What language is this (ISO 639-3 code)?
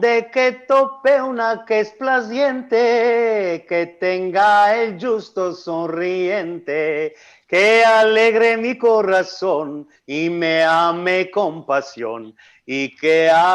lad